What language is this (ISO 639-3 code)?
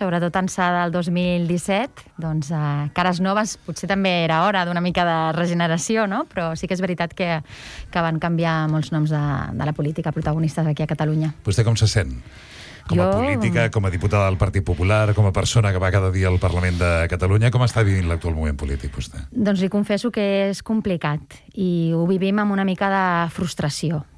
cat